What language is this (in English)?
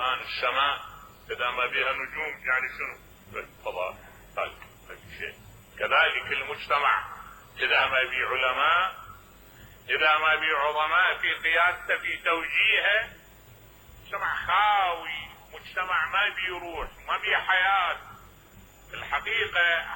Mesopotamian Arabic